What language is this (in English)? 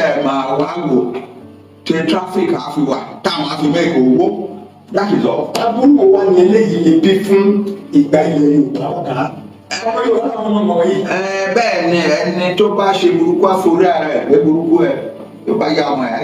Yoruba